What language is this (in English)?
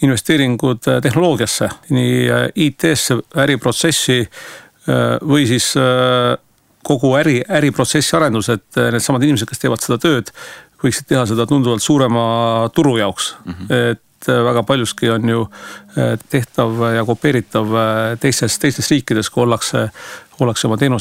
Estonian